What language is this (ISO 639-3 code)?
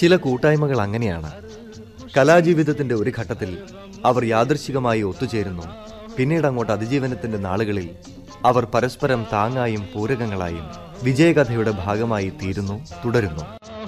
mal